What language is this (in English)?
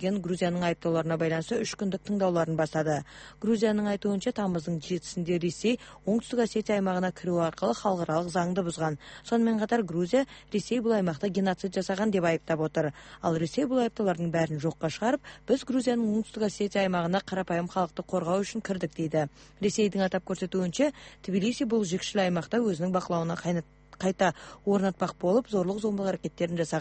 Kazakh